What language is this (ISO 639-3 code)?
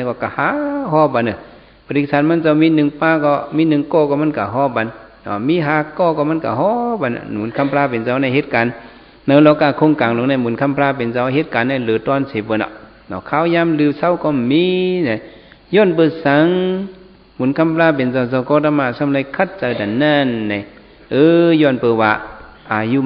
shn